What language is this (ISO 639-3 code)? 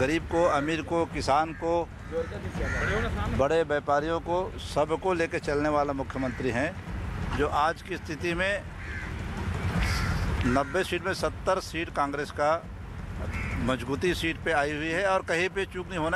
hin